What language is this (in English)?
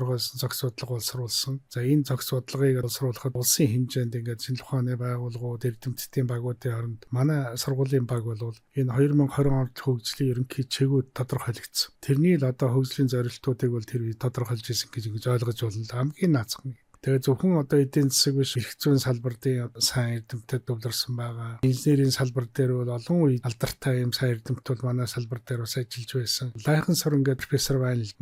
Mongolian